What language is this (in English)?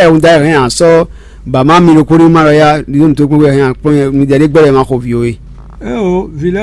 Fon